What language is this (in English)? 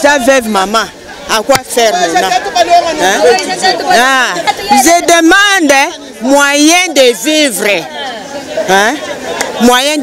Luba-Lulua